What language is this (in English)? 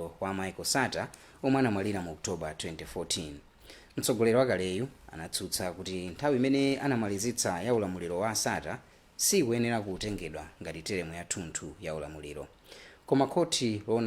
Nyanja